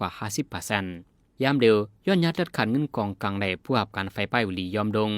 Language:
Shan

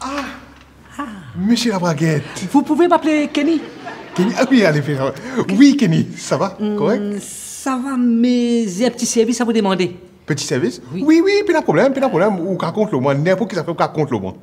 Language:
Morisyen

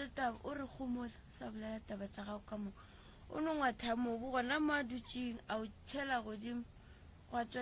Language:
Northern Sotho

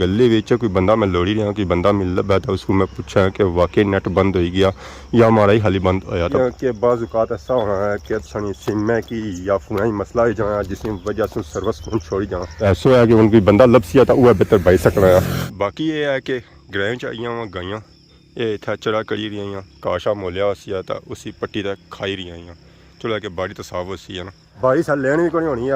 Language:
Pahari-Potwari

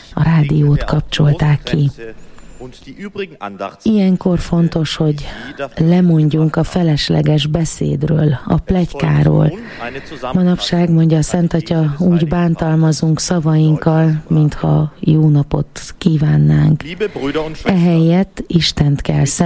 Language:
Hungarian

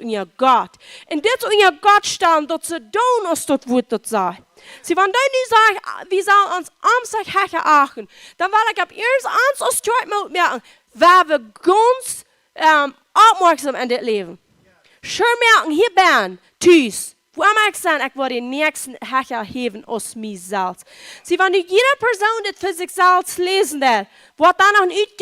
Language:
Plautdietsch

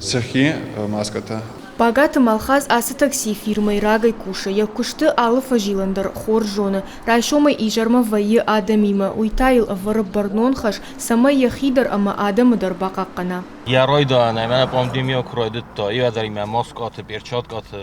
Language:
Ossetic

